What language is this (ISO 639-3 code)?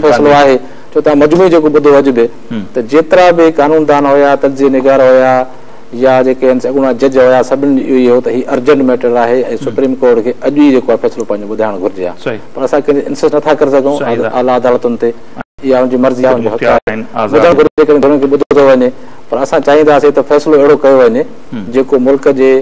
snd